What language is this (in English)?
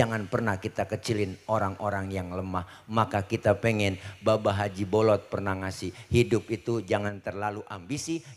Betawi